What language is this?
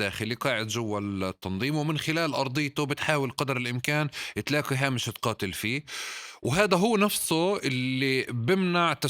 North Levantine Arabic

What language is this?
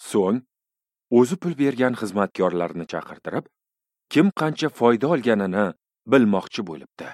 Uzbek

